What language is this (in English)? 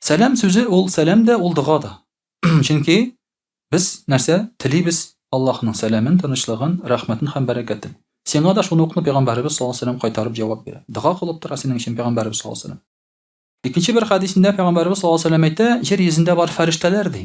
Tatar